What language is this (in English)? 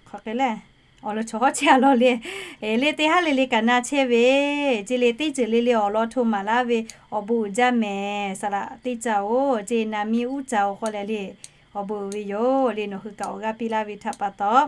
Lahu